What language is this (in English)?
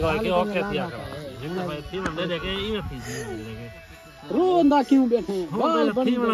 Saraiki